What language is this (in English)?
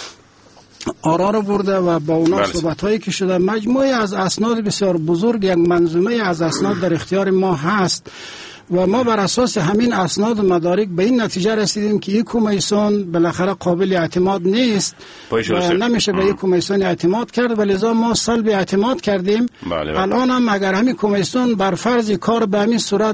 Persian